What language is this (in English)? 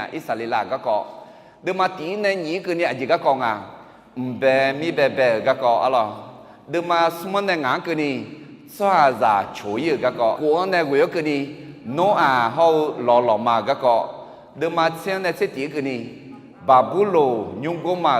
Akha